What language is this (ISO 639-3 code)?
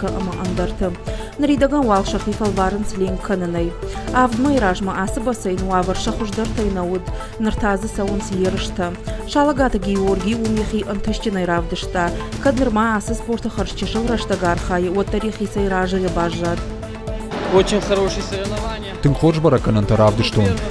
oss